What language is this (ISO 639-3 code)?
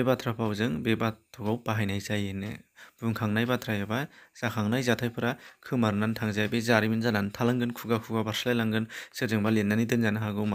brx